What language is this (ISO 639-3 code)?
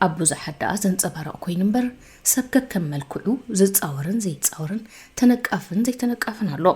tir